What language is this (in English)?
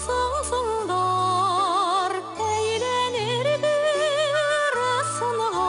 Bashkir